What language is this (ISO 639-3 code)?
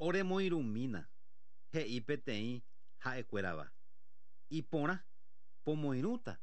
grn